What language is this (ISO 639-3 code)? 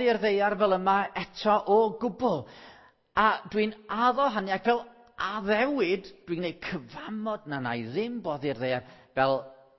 cym